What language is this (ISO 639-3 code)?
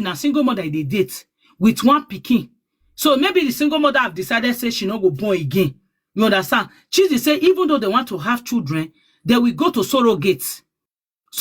pcm